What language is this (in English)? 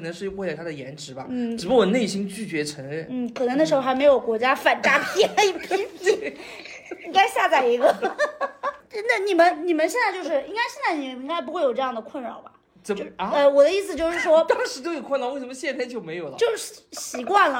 Chinese